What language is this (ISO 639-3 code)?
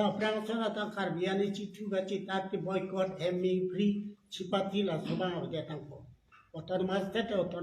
mjw